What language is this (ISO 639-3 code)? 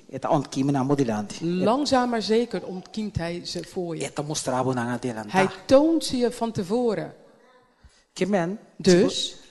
pap